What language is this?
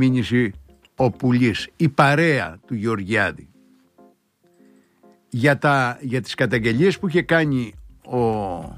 Greek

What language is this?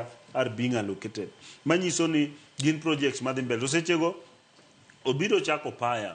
Luo (Kenya and Tanzania)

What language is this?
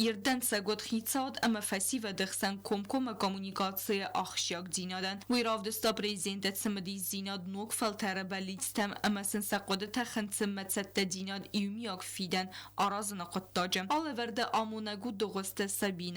Ossetic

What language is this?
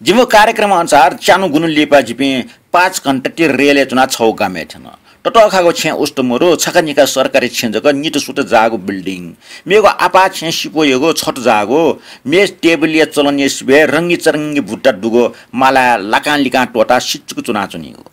Newari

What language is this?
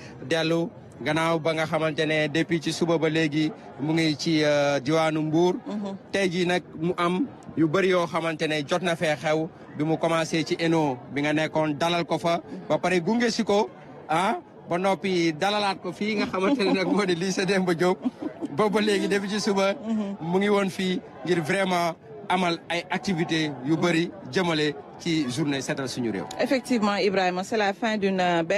Wolof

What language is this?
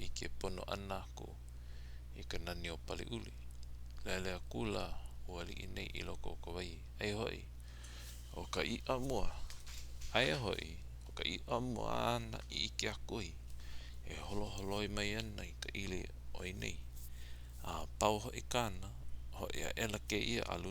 Hawaiian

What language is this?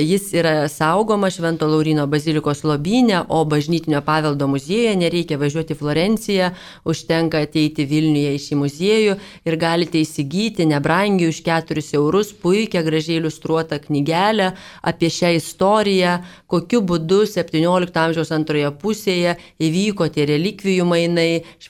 Lithuanian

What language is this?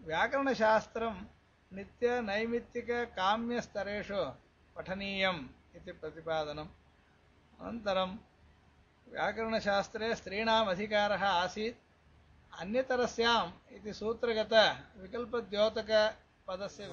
Sanskrit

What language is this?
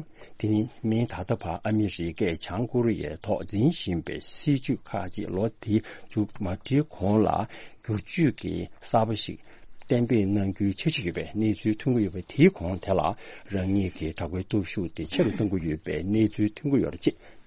Tibetan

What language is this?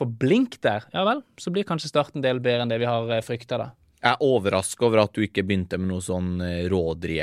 Norwegian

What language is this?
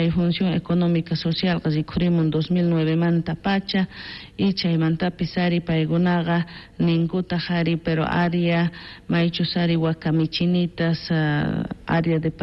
South Bolivian Quechua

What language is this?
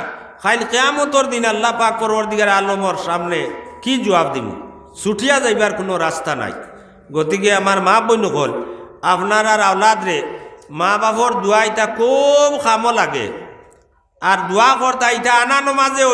Sylheti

